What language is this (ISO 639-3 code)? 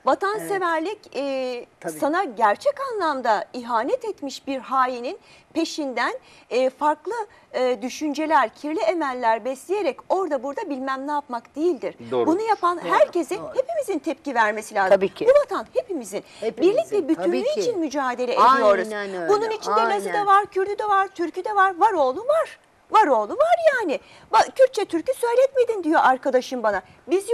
tur